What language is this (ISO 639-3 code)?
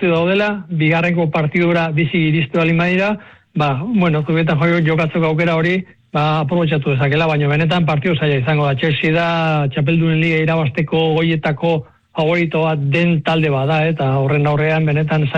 eus